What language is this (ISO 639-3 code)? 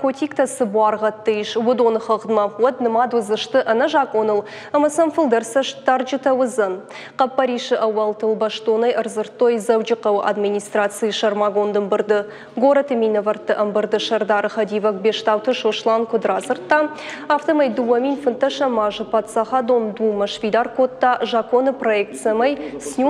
oss